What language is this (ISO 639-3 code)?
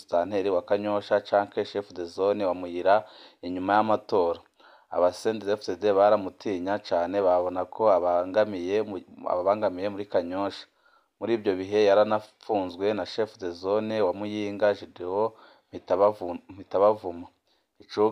run